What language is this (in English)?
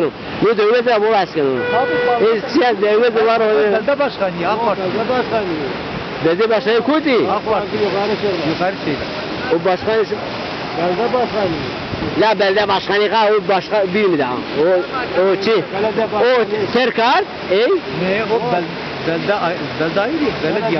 Zaza